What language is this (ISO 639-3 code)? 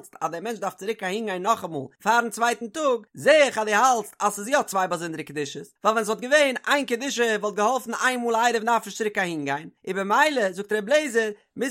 yid